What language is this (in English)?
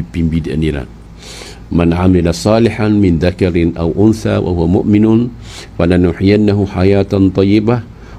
Maranao